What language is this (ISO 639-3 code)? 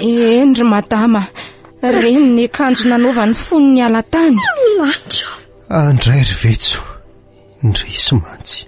mlg